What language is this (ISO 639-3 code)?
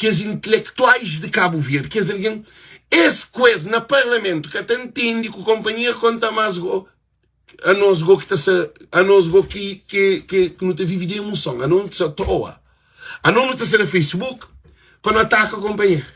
kea